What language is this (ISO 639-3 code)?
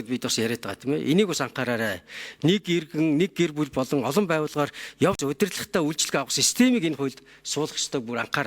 mon